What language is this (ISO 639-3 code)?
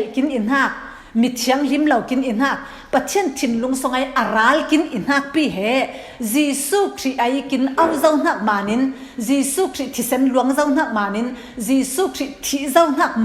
cfm